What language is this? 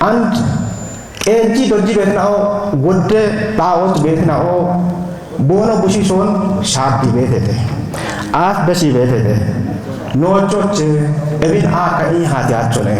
Kafa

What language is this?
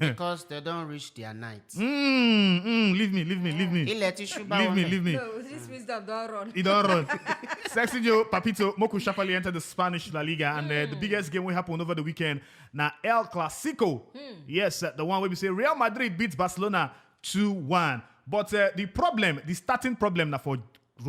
Nigerian Pidgin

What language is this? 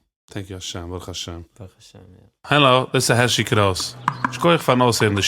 Yiddish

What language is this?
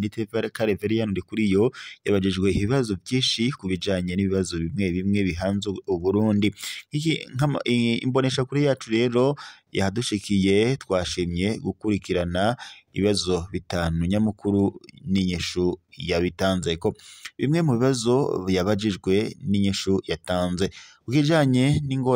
Rundi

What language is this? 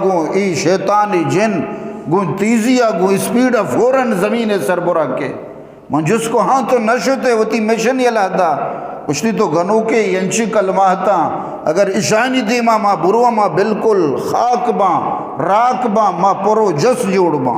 Eastern Balochi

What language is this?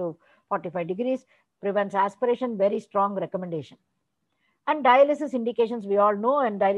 English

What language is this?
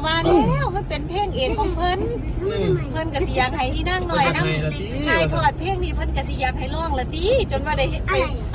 Northeastern Thai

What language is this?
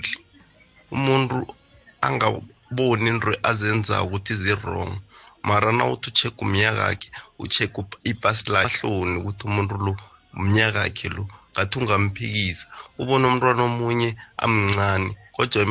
South Ndebele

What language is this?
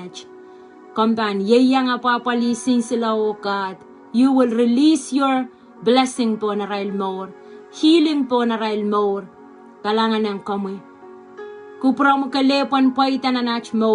Pohnpeian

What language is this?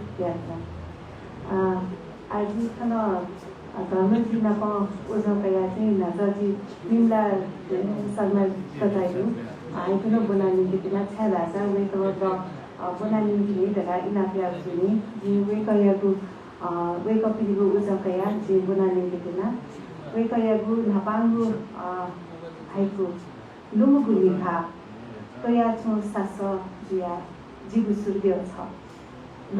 Newari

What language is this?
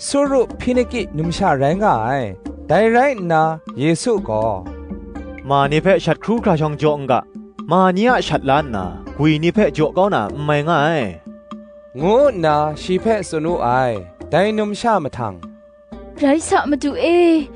Kachin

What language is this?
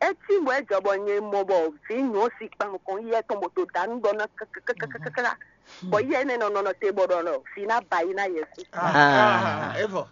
Fon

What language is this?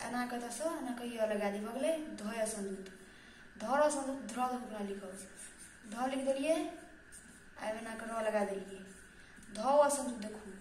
Maithili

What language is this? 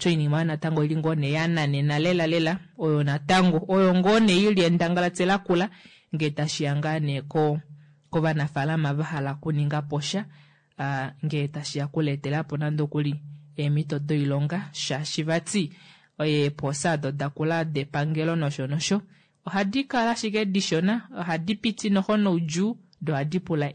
Kuanyama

